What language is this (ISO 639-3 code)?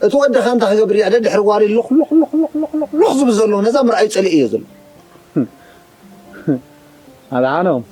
tir